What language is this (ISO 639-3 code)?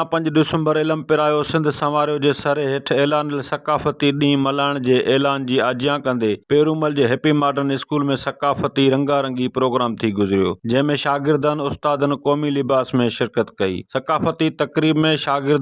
snd